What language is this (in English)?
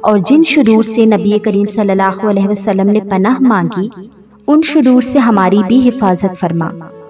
Urdu